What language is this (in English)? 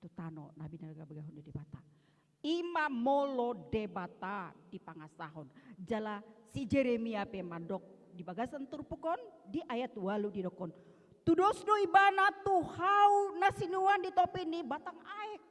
Batak Toba